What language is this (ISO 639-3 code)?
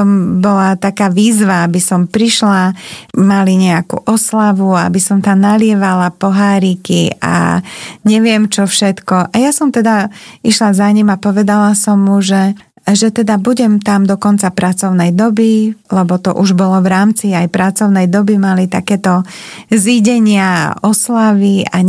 slk